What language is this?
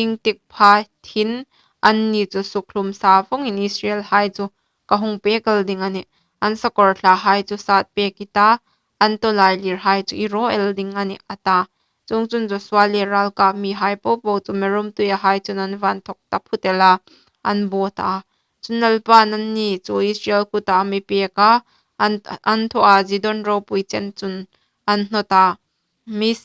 Hmar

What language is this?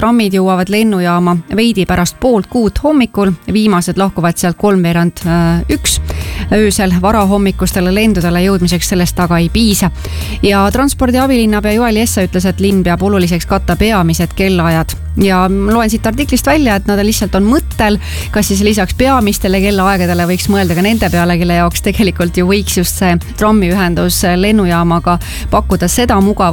Estonian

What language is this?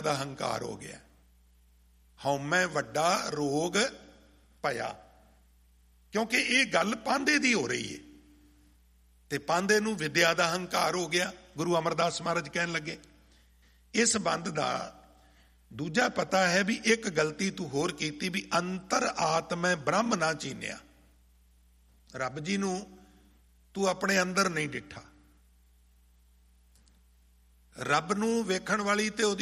Punjabi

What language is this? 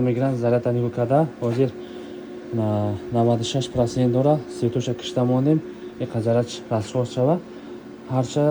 Tajik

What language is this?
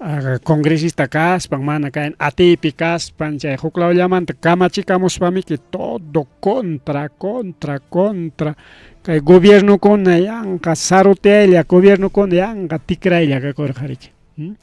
Ayacucho Quechua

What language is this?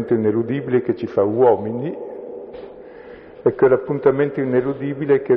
Italian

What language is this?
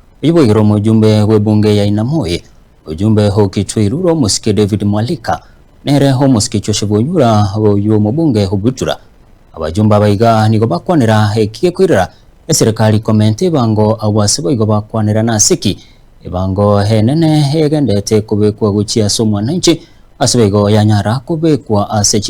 Gusii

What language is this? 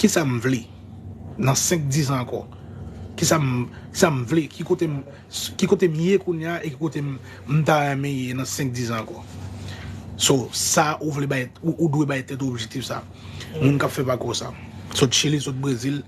Haitian Creole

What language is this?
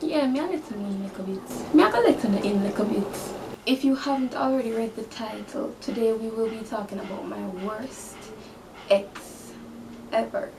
Jamaican Creole English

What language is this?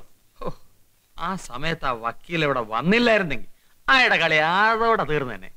Malayalam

